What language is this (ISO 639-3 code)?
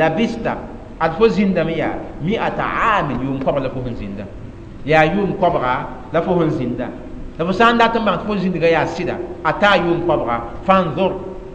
mos